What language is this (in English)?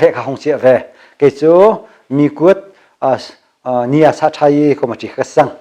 Hakha Chin